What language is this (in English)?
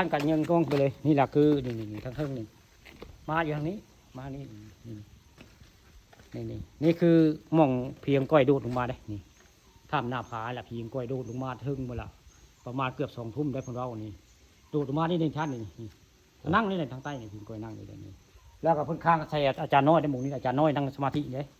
Northeastern Thai